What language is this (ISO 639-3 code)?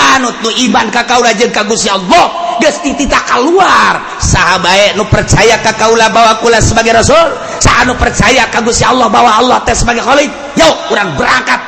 sun